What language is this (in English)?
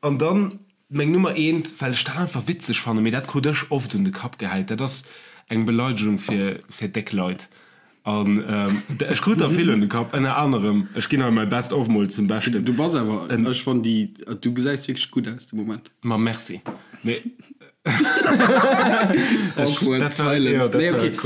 Luxembourgish